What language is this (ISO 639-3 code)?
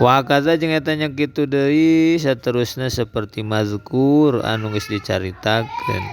sun